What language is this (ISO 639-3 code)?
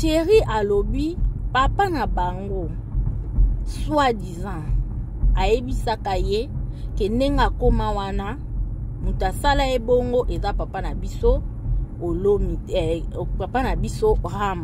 lin